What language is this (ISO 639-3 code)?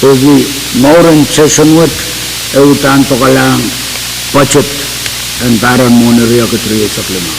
pon